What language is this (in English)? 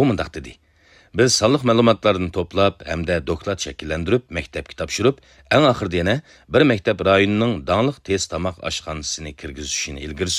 Uyghur